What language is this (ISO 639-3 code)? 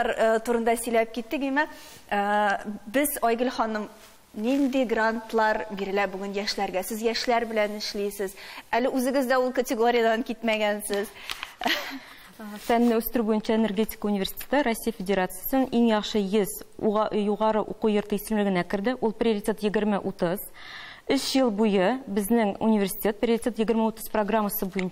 tat